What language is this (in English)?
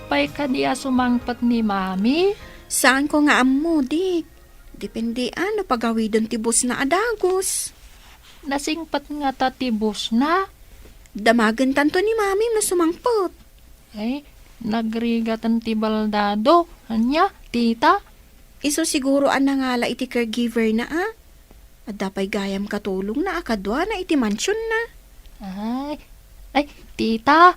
Iloko